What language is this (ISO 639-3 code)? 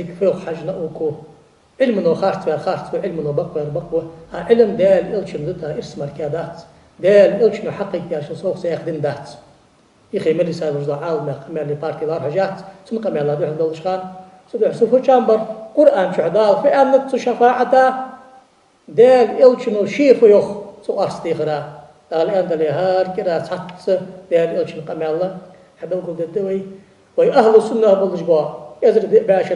inh